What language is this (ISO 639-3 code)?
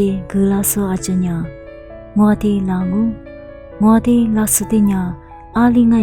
lis